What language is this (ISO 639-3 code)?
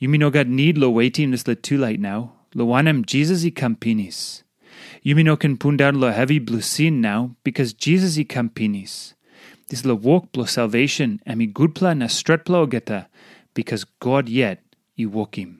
tpi